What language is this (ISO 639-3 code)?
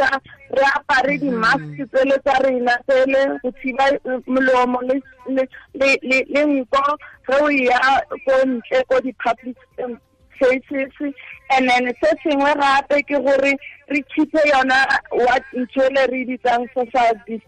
tsn